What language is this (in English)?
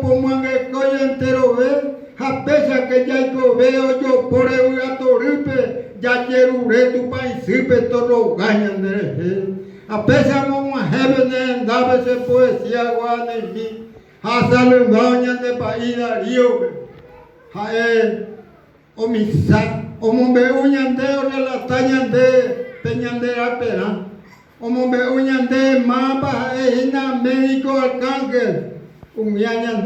Guarani